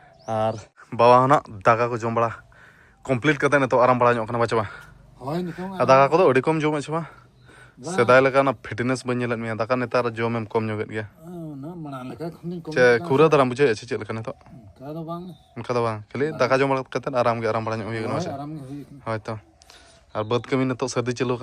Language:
Santali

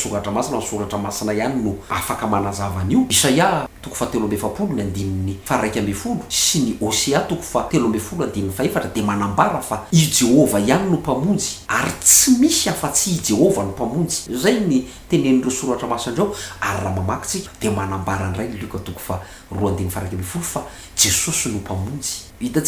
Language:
Malagasy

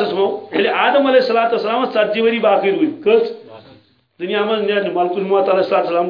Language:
Kashmiri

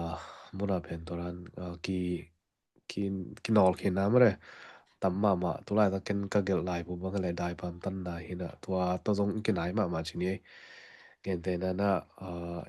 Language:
Tedim Chin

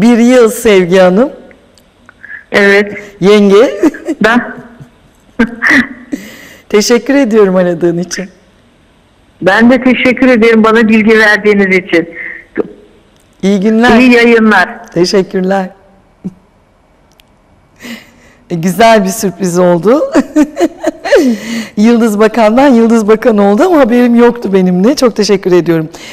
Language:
Turkish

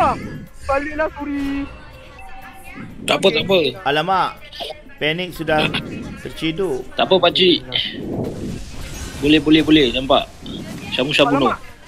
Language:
Malay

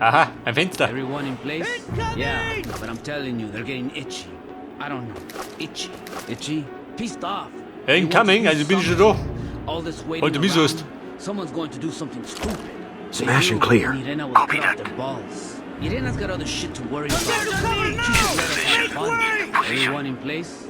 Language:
Bavarian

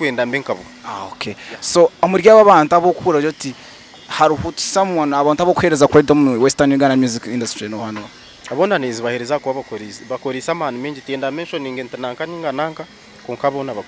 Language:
Nyankole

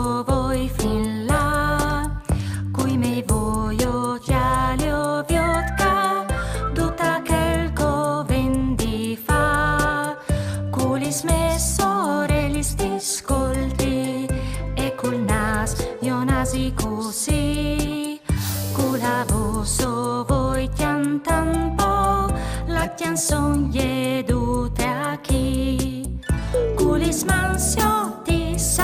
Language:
Friulian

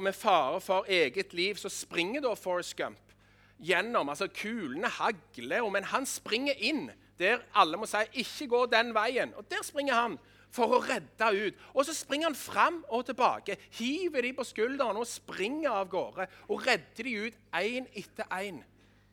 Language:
Norwegian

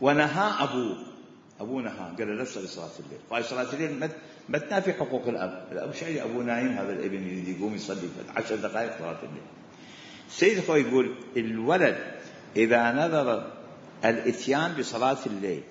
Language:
Mesopotamian Arabic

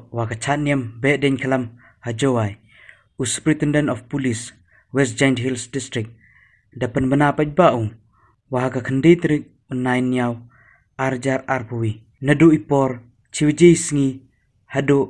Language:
Khasi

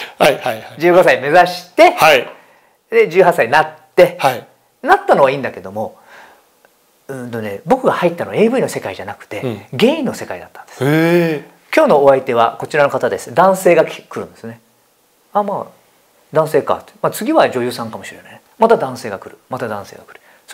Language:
Japanese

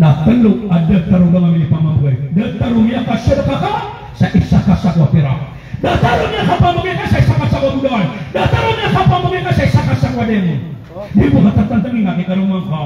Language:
Maranao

